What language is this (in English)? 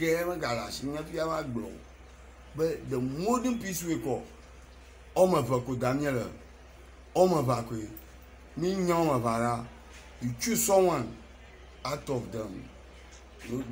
Ewe